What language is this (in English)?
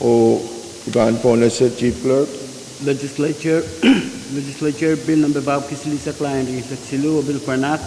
Pohnpeian